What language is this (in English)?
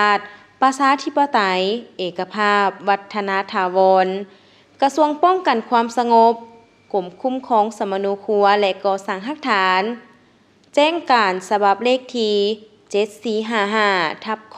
Lao